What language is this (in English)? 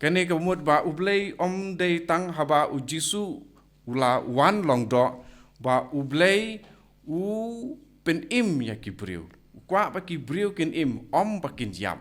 Khasi